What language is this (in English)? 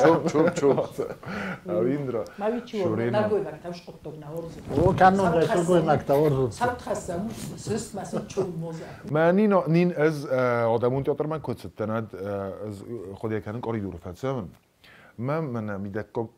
Ossetic